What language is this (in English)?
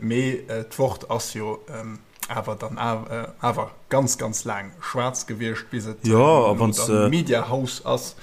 Luxembourgish